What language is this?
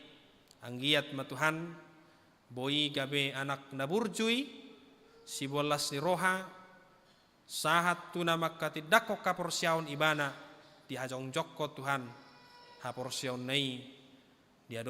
Batak Toba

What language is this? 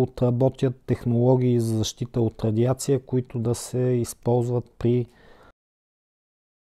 Bulgarian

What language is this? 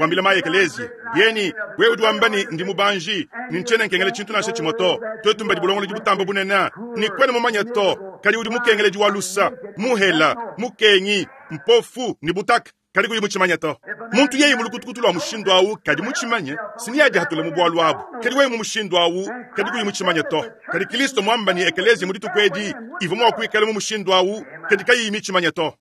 Luba-Lulua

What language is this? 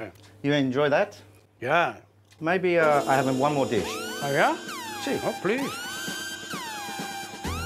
Basque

